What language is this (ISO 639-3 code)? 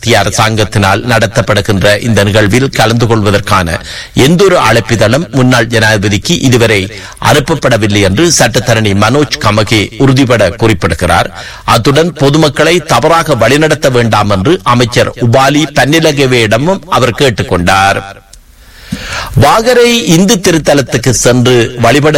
tam